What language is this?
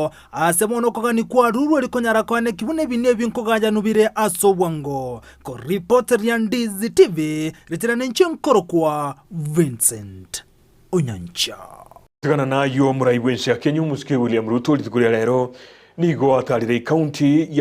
Gusii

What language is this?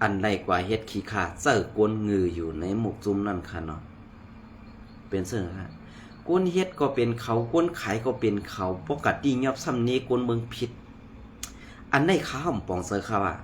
Shan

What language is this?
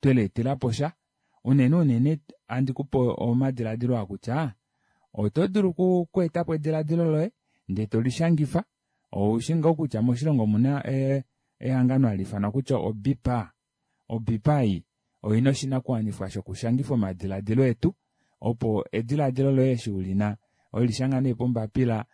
Kuanyama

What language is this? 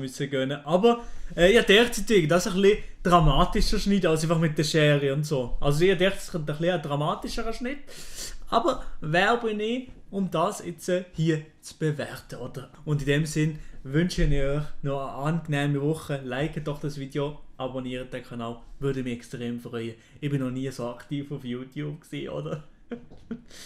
Swiss German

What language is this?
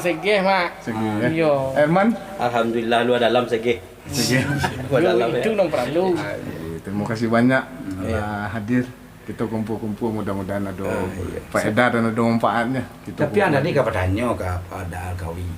Minangkabau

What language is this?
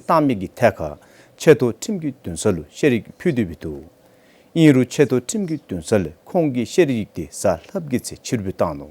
Dzongkha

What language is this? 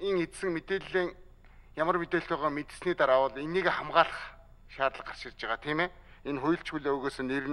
Mongolian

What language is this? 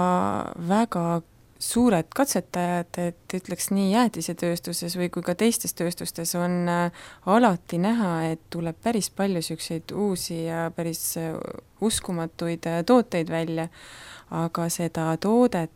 Estonian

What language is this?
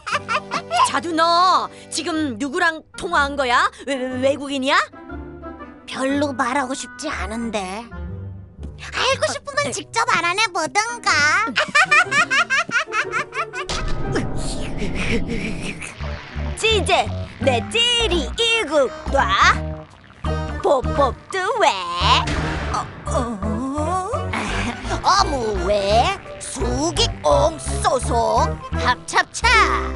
Korean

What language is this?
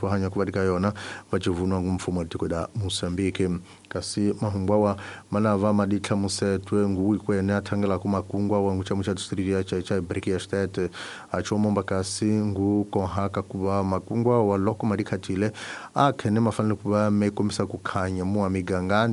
Tsonga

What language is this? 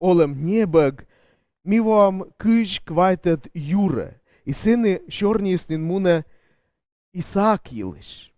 Komi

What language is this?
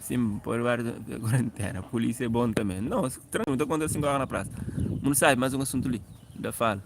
Kabuverdianu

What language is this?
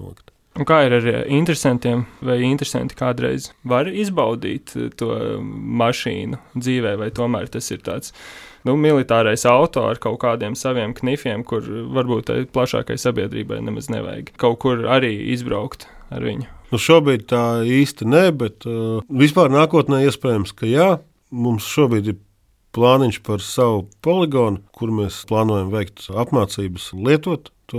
Latvian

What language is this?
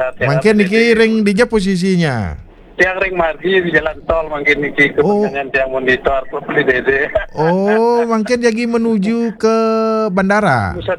Balinese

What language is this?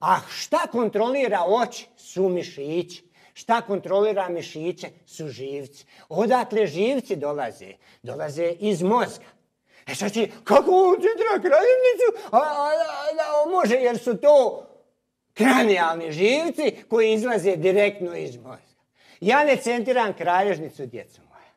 Croatian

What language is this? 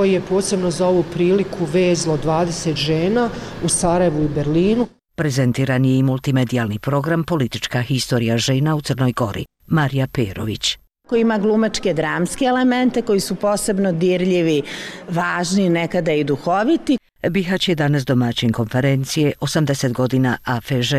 Bosnian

